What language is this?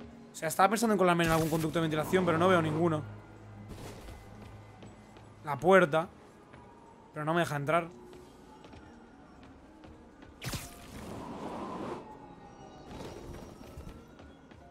Spanish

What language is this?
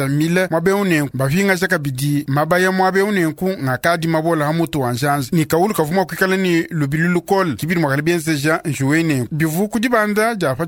Luba-Lulua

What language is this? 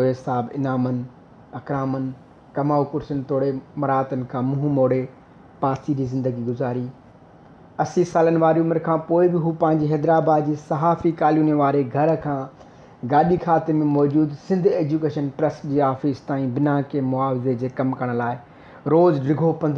Sindhi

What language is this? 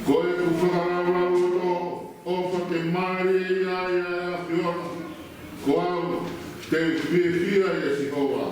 Tongan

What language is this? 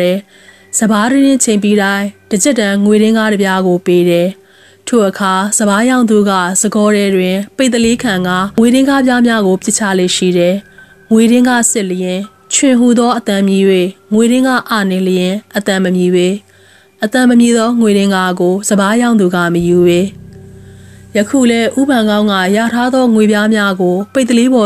Burmese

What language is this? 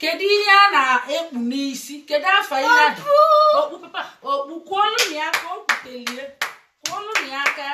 Igbo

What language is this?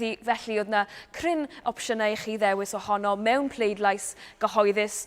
Welsh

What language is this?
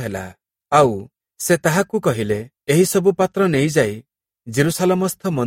Odia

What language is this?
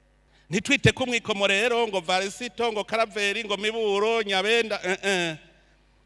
Rundi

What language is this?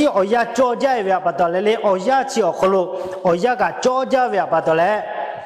Lahu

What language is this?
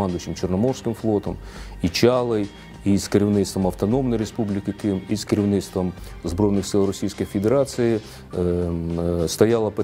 Ukrainian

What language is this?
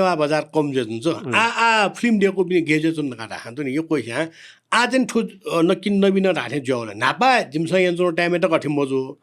Newari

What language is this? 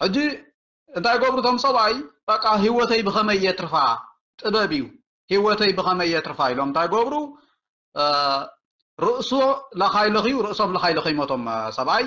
Tigrinya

